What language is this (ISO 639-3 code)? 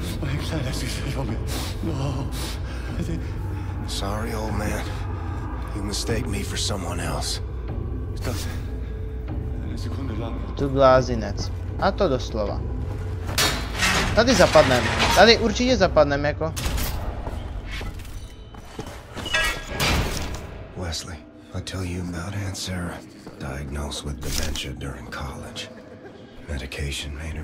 ces